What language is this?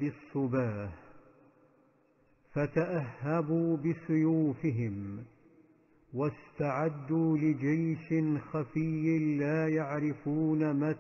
Arabic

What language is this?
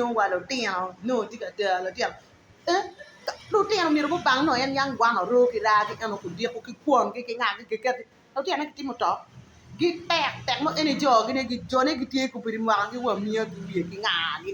Acoli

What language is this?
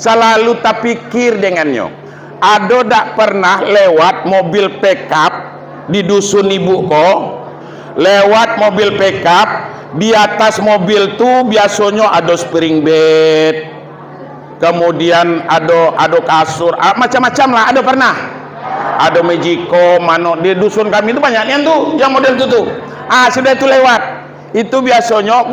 Minangkabau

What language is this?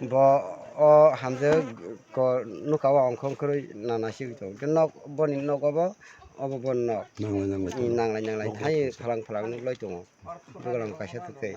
Kok Borok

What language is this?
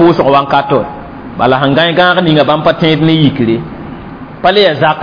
Mossi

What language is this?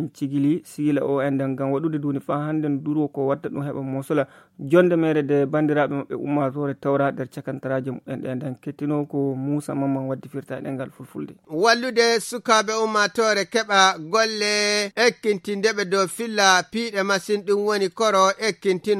Fula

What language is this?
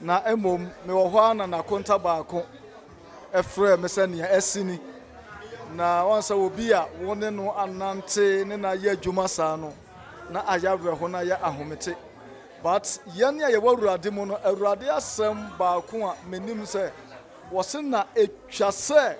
Akan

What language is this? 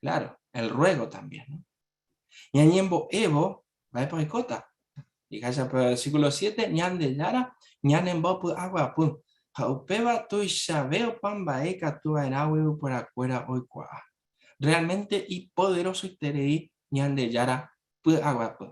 Guarani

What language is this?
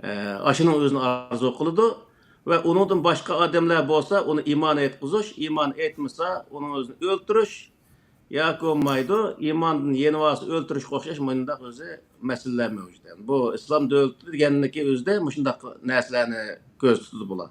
Uyghur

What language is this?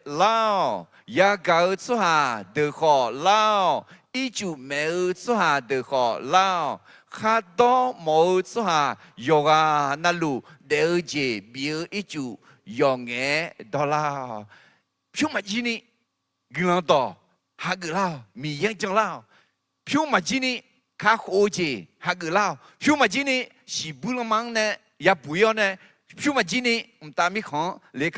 Akha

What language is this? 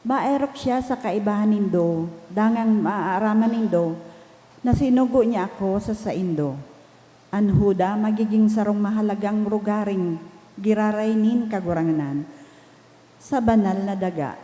Bikol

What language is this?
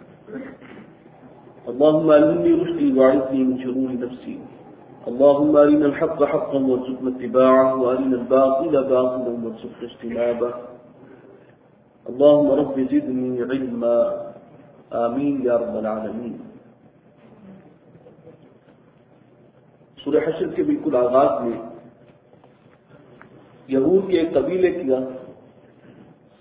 Urdu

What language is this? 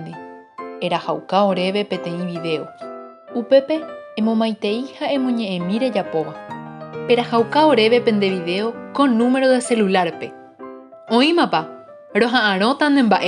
Guarani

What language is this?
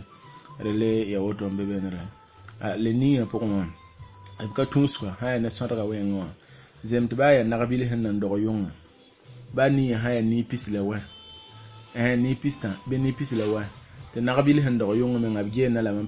Mossi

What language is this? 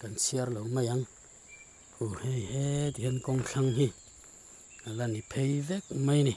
Mizo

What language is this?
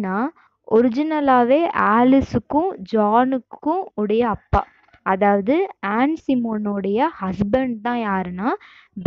Tamil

